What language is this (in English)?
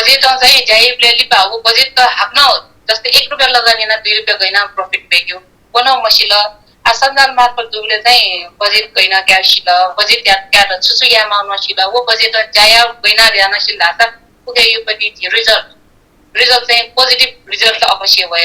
Newari